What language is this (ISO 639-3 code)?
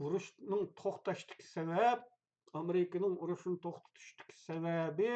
uig